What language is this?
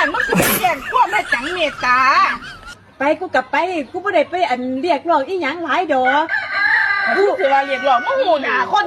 Northeastern Thai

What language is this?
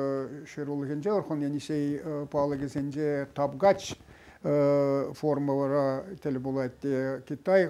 Chuvash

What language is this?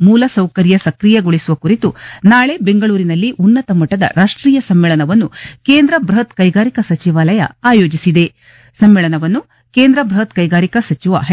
Kannada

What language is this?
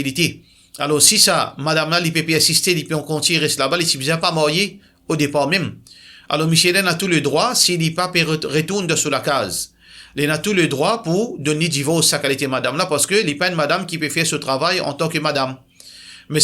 Morisyen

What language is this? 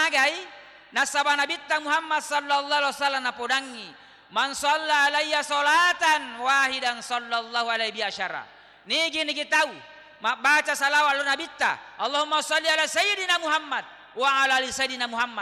Buginese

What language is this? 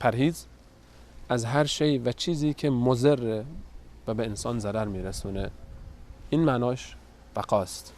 Persian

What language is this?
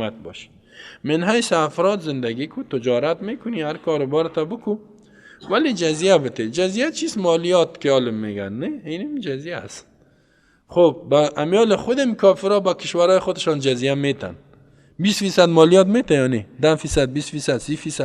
Persian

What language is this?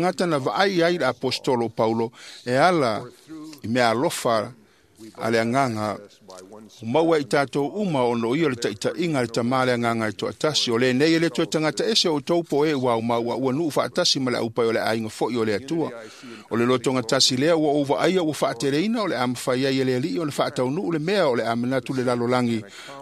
Samoan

